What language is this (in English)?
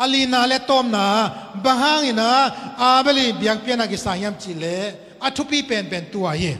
Tedim Chin